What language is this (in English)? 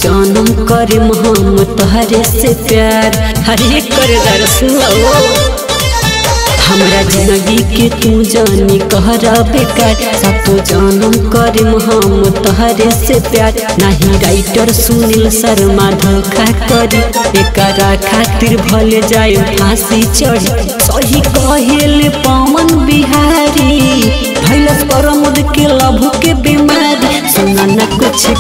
Bhojpuri